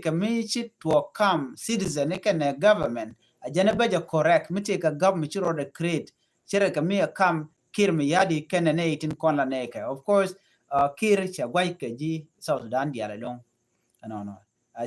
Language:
Nuer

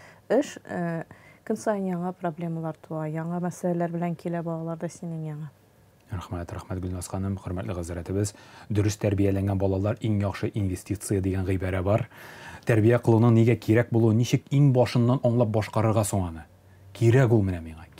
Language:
Tatar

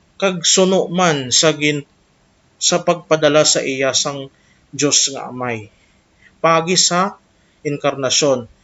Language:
Hiligaynon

